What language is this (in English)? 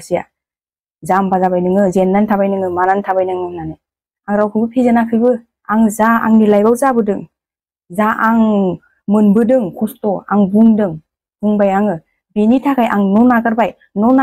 Bodo